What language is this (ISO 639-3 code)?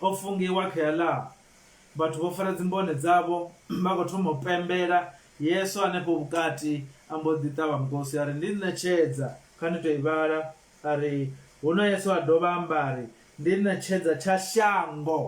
ven